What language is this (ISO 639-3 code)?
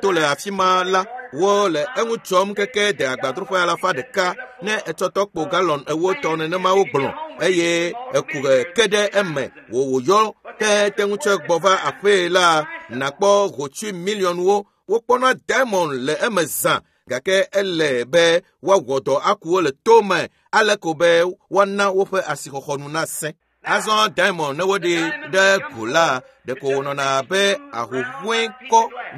ewe